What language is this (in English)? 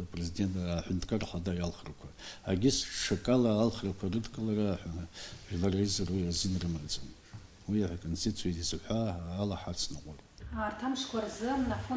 Abkhazian